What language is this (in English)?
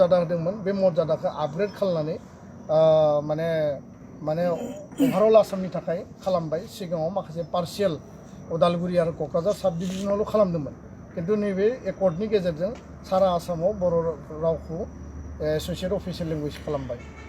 Bodo